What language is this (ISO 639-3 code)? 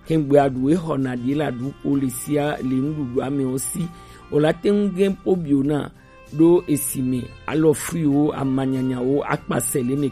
gej